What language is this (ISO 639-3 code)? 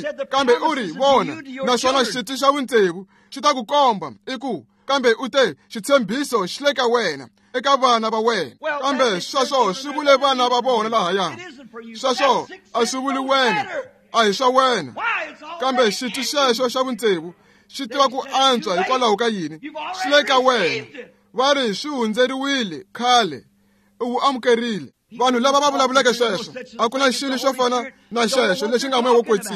tso